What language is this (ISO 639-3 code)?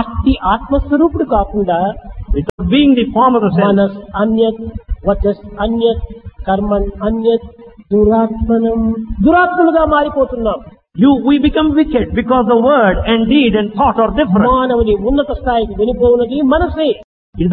tel